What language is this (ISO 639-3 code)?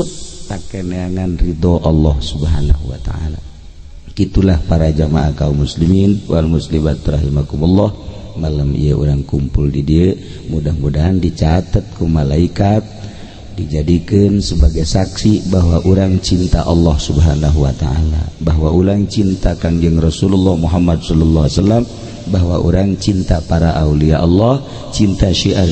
sun